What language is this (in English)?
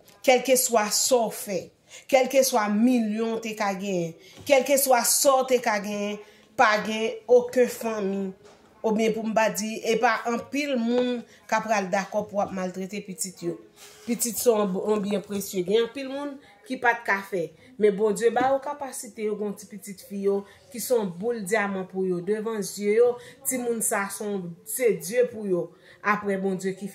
Haitian Creole